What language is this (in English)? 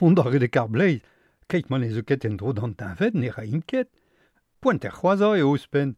Breton